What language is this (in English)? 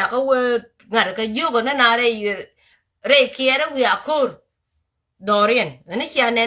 Nuer